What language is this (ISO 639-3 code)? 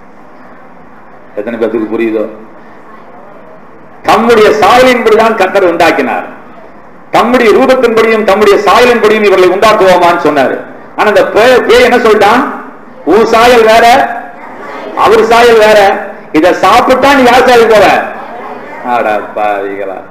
tam